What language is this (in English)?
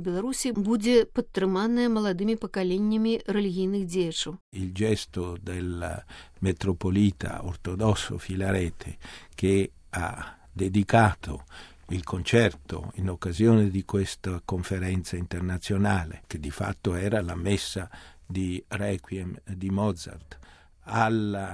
Belarusian